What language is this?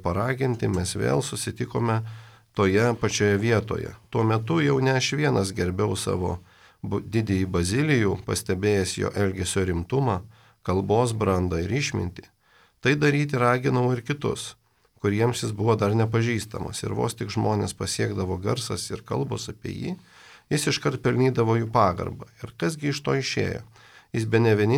Lithuanian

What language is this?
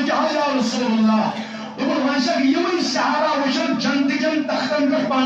Kashmiri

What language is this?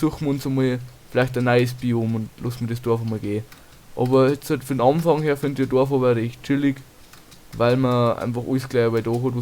Bavarian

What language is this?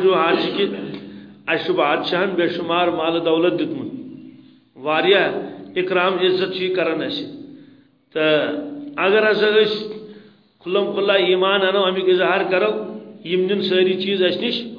Kashmiri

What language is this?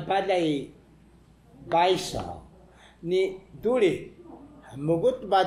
Taroko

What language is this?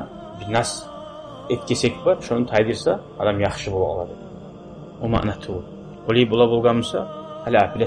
Kumyk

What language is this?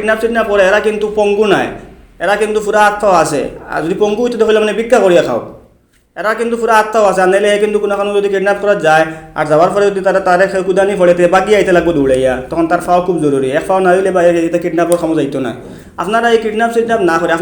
Sylheti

